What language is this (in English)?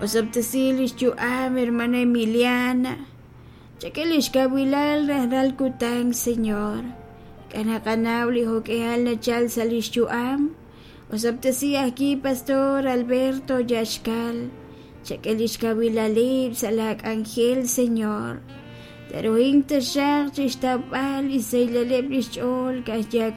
Kekchí